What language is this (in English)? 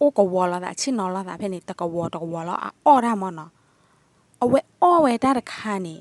S'gaw Karen